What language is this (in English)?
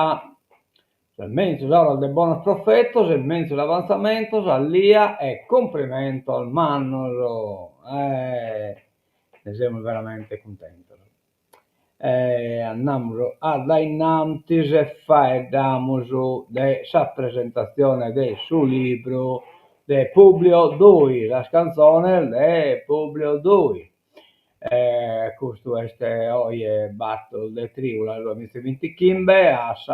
Sardinian